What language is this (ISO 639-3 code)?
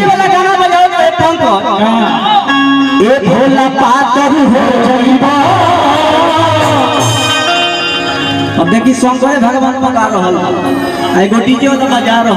bho